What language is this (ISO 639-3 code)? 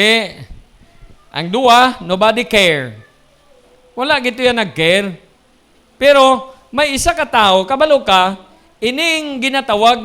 hil